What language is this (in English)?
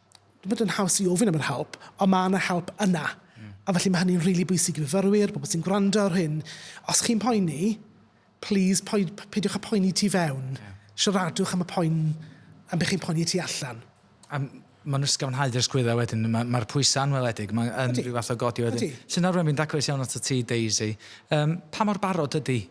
Welsh